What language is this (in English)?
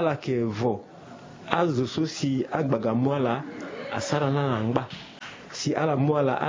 Sango